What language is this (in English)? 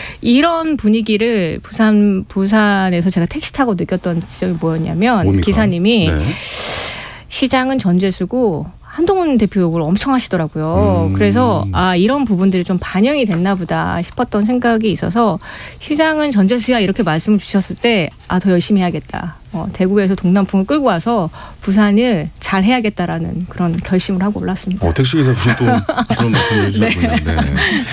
Korean